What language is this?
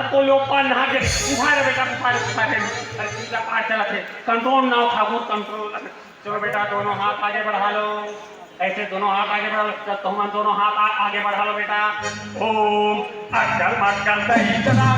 Chhattisgarhi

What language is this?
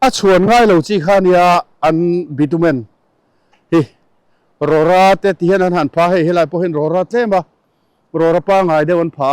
Mizo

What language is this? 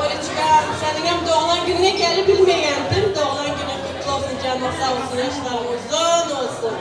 Turkmen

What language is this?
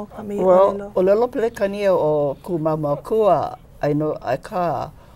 Hawaiian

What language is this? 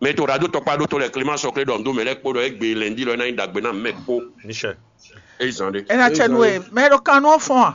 Fon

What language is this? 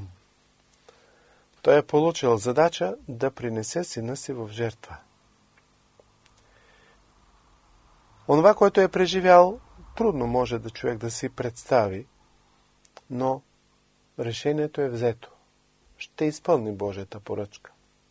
Bulgarian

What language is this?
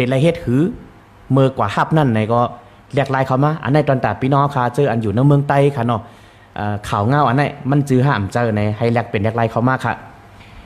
Shan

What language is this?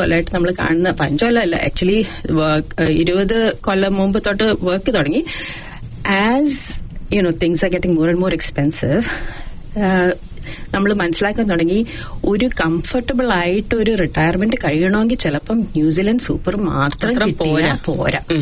Malayalam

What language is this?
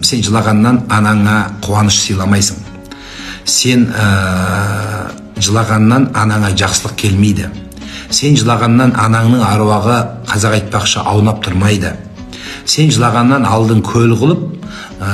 Kazakh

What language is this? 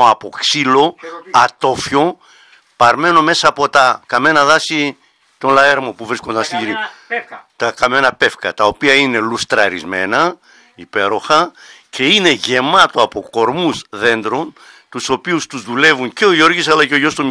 Greek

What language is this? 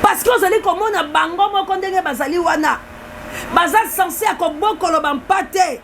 Lingala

